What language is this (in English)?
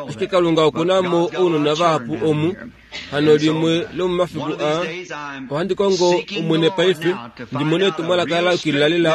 Kuanyama